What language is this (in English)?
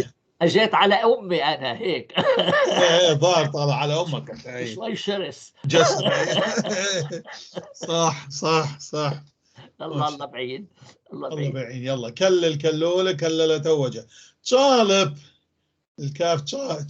North Levantine Arabic